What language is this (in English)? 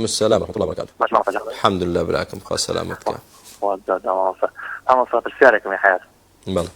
Central Kurdish